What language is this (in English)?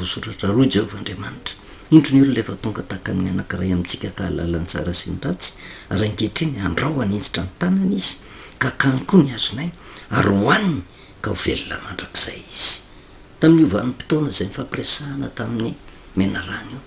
Malagasy